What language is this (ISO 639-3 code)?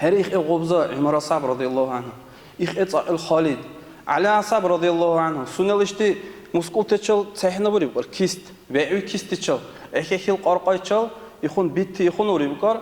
dar